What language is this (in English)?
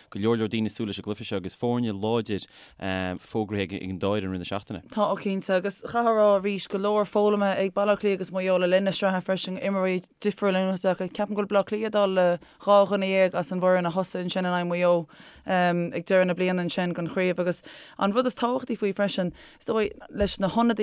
Irish